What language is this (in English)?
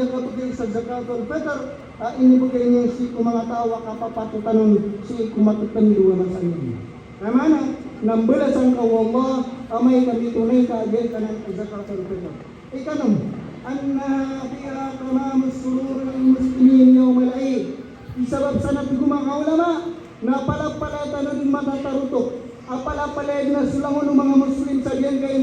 Maranao